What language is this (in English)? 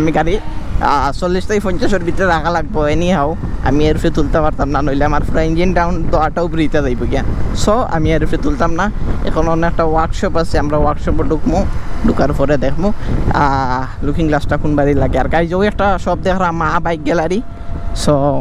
Sylheti